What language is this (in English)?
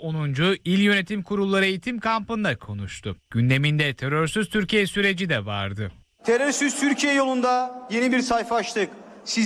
Turkish